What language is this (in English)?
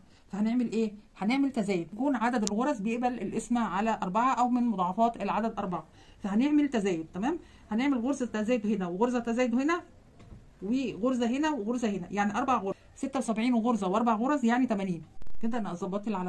Egyptian Arabic